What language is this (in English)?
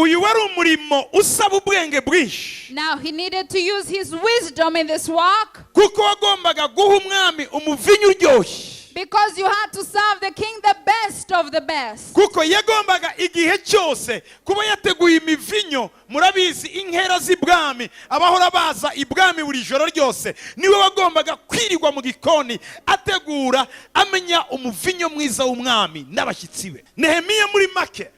Kinyarwanda